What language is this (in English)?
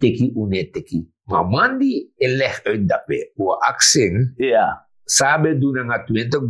Sranan Tongo